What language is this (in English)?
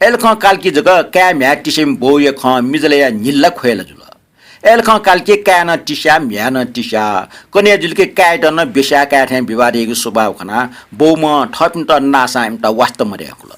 Newari